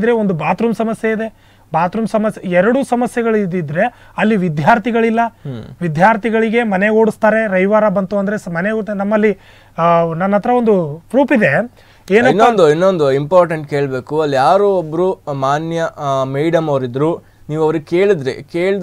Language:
Kannada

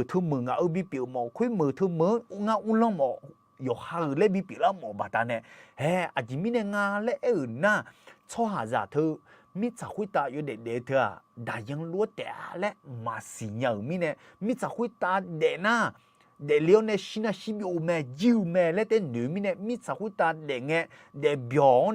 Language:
Akha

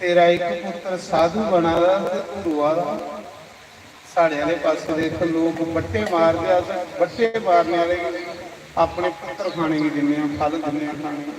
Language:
Dogri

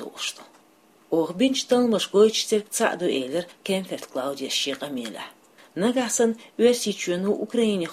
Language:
Chechen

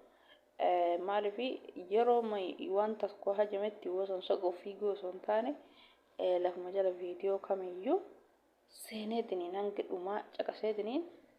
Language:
Oromo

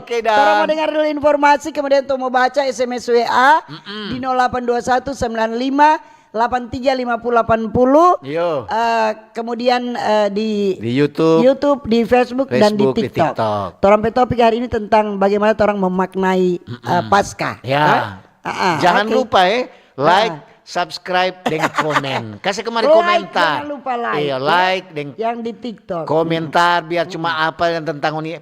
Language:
Manado Malay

